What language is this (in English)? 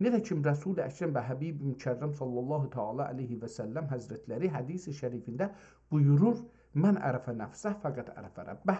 South Azerbaijani